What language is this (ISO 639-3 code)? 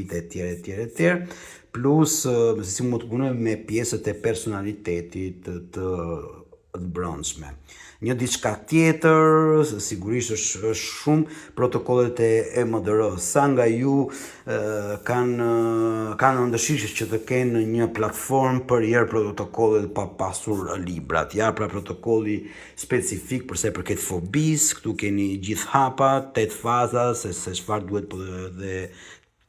sqi